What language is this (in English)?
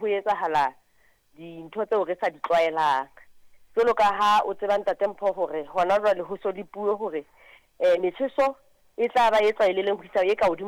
Southern Sotho